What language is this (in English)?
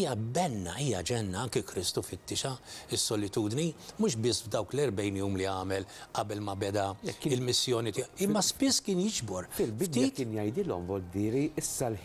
Maltese